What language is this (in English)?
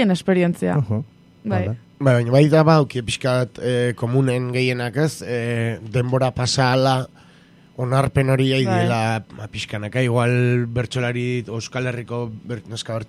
Basque